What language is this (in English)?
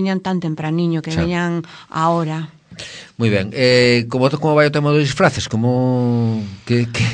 Galician